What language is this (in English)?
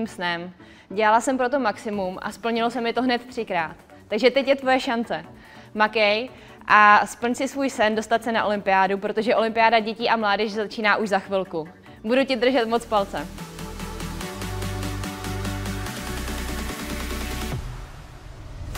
Czech